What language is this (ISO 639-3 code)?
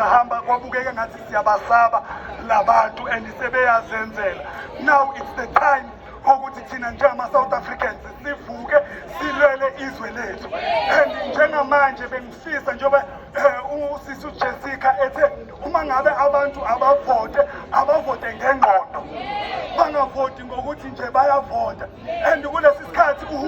zul